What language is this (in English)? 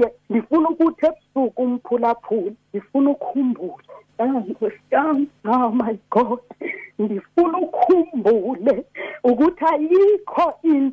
Xhosa